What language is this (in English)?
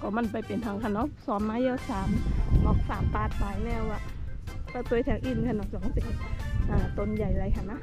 Shan